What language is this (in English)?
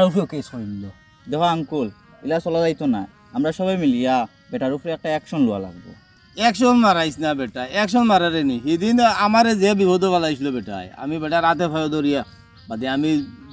Sylheti